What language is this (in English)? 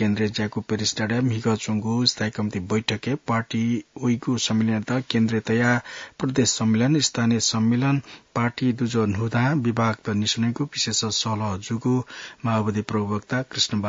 Newari